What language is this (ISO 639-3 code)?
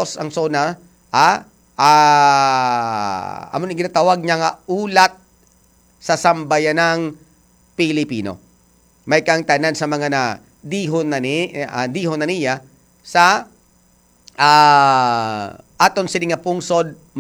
hil